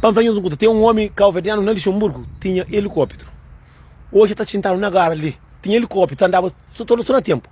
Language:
Kabuverdianu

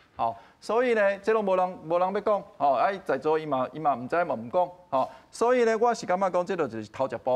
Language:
Min Nan Chinese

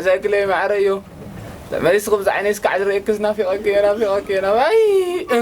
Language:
Tigrinya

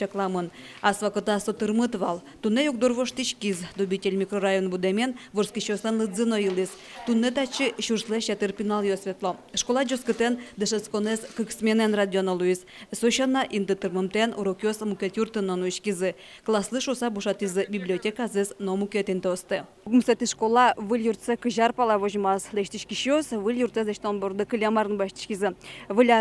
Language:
Udmurt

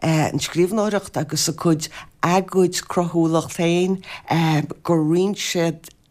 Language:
Irish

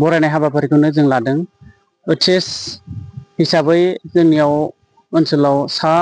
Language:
Bodo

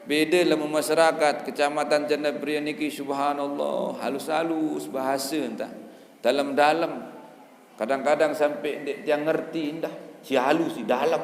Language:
Sasak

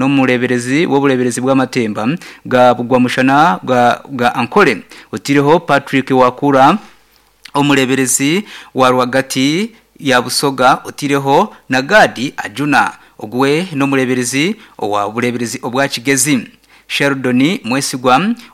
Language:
Nyankole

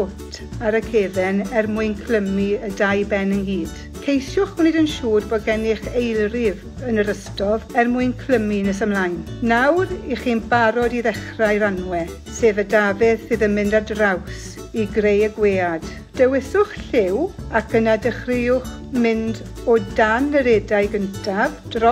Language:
Welsh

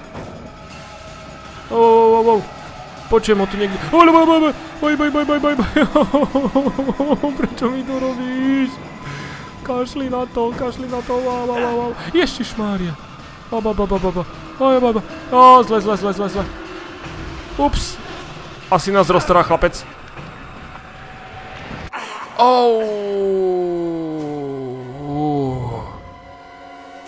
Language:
Slovak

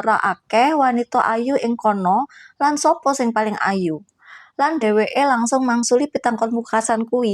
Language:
Javanese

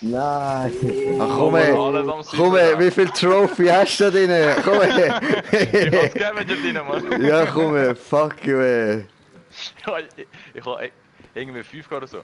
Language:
Swiss German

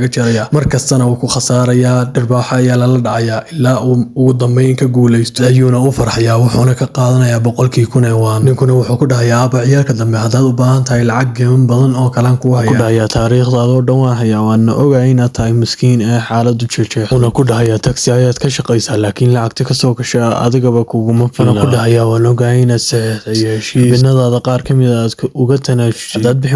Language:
Somali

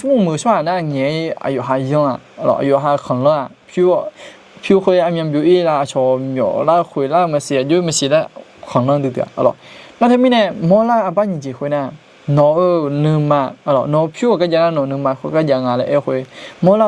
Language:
Akha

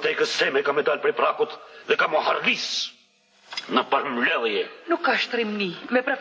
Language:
Albanian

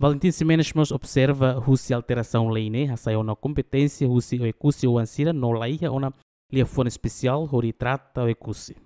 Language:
Tetum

